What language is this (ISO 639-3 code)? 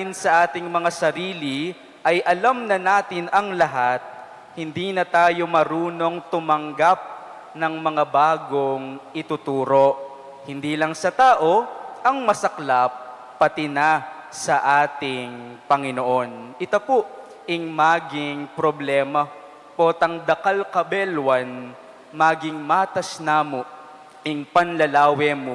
pam